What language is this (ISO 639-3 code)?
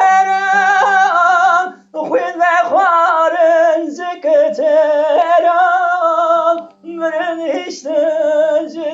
kur